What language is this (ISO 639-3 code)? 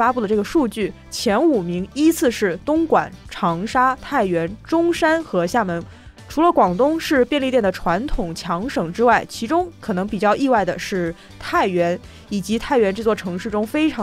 zho